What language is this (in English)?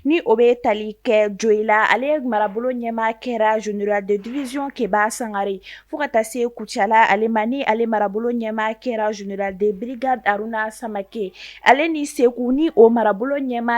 Bambara